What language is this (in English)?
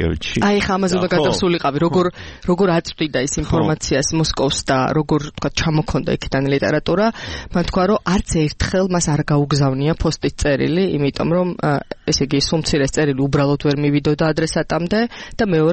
Georgian